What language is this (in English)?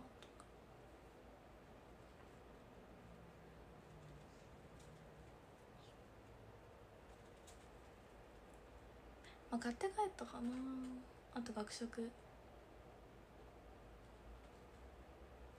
Japanese